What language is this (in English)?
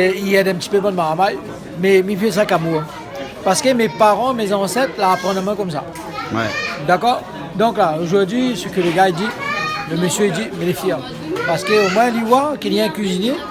Réunion Creole French